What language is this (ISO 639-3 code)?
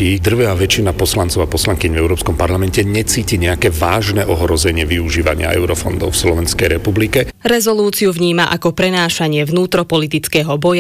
slk